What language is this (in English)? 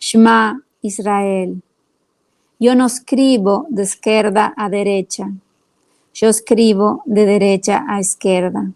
Ladino